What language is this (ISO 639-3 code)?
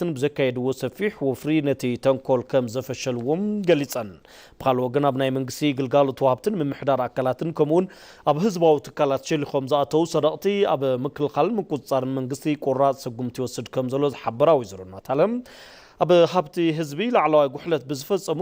tir